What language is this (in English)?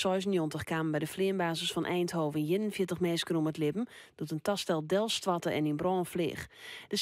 Western Frisian